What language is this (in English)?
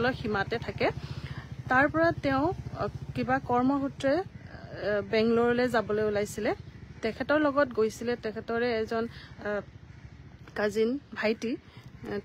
Assamese